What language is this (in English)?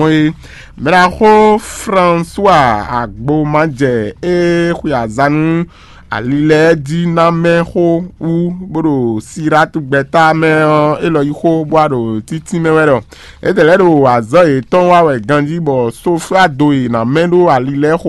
Fon